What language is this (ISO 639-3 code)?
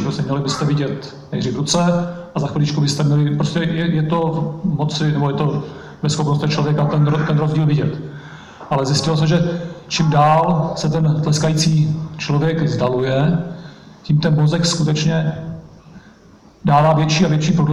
ces